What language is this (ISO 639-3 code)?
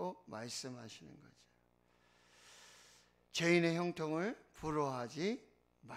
kor